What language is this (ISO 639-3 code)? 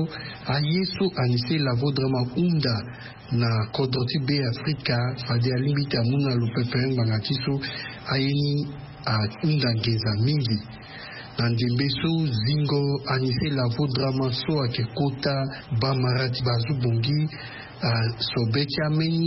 sag